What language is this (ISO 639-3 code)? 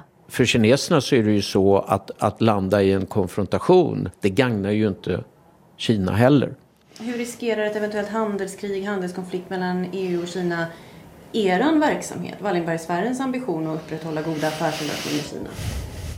swe